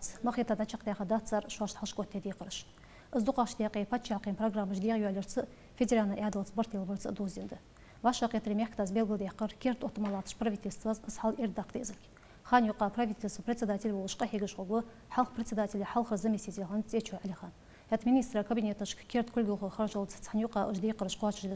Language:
Ingush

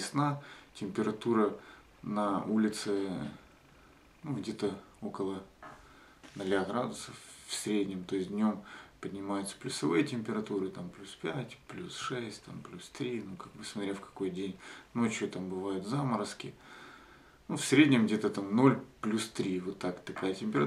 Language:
Russian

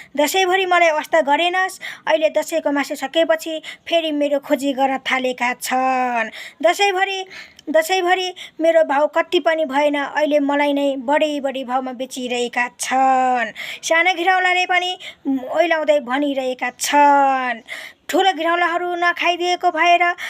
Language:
Nepali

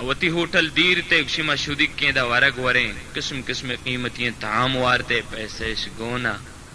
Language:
Baluchi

